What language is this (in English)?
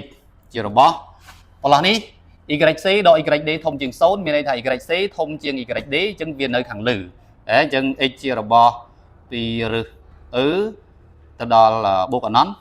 Khmer